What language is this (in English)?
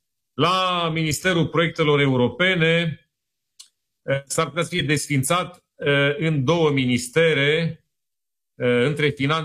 Romanian